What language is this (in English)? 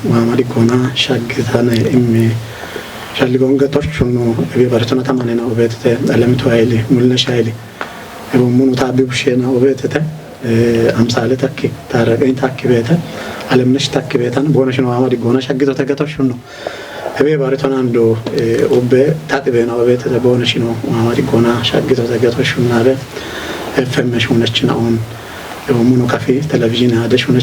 Kafa